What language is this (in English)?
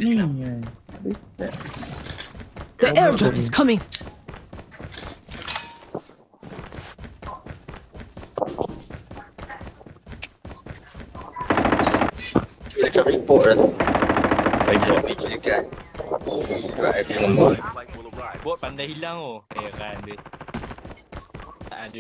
Malay